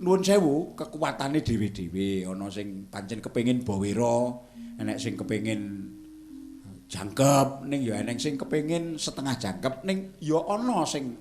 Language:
Javanese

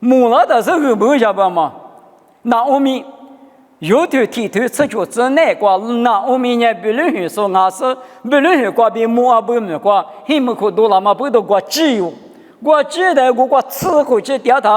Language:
Lisu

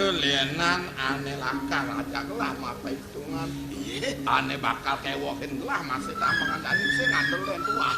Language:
Balinese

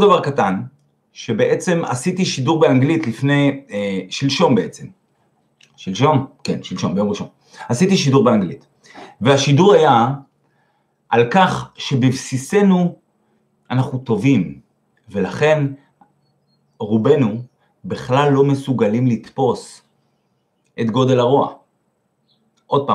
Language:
Hebrew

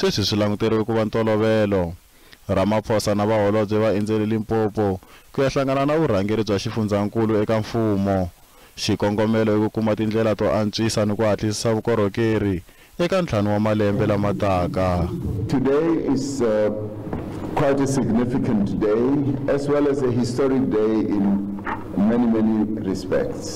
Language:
Tsonga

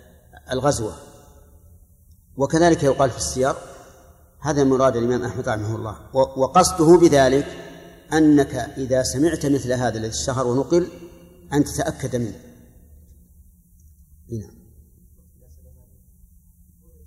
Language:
Arabic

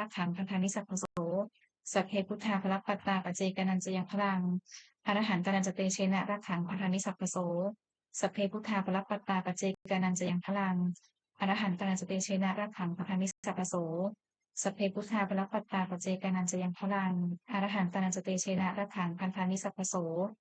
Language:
Pali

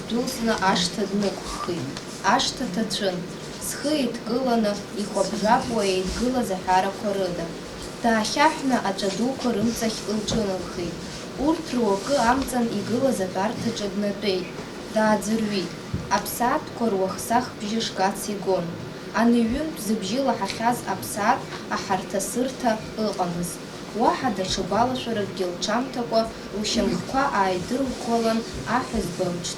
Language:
Abkhazian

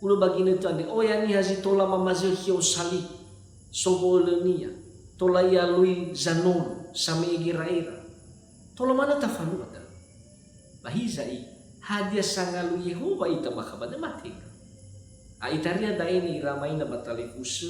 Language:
Nias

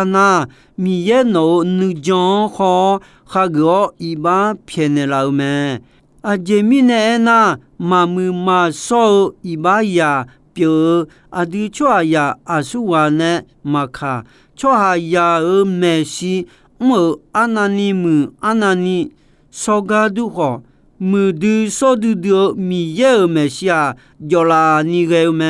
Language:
Akha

